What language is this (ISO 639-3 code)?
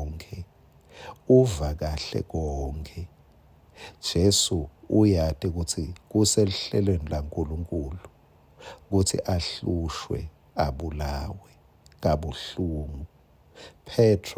ssw